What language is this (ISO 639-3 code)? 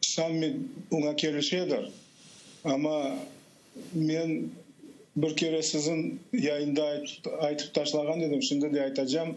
crh